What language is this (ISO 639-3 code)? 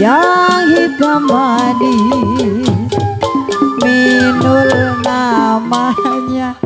bew